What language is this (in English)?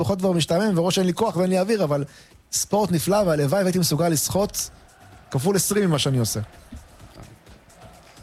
Hebrew